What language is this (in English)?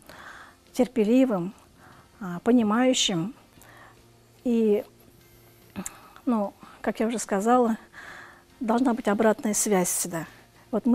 Russian